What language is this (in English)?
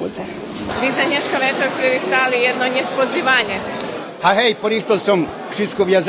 Rusyn